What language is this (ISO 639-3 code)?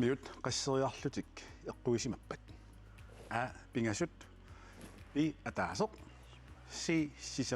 kal